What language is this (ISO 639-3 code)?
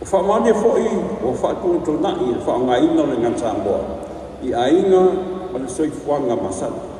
smo